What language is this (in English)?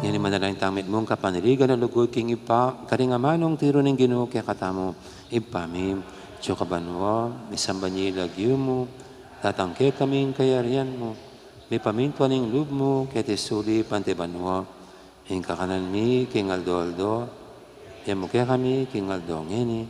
Pampanga